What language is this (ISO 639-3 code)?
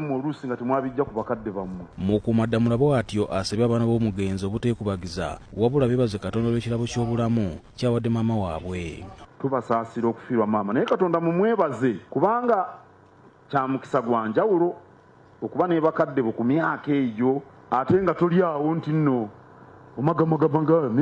lug